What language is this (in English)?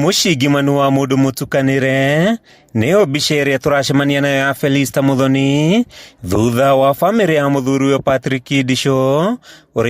Kikuyu